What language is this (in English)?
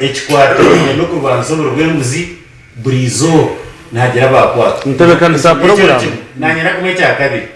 Nyankole